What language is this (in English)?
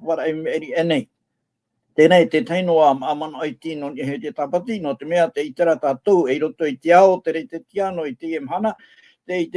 Tahitian